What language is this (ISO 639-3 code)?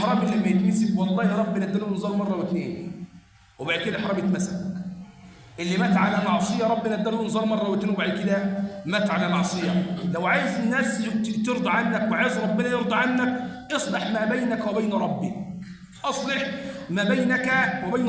arz